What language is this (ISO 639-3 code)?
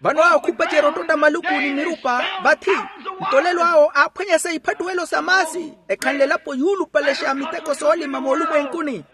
vmw